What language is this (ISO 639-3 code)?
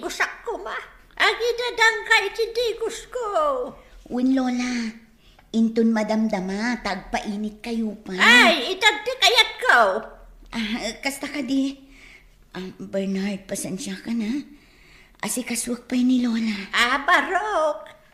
ilo